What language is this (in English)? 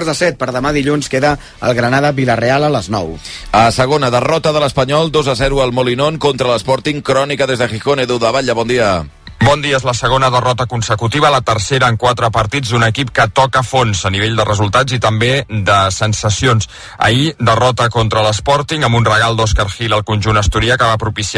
Catalan